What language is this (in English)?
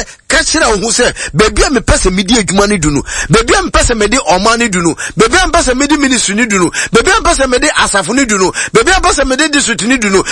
Akan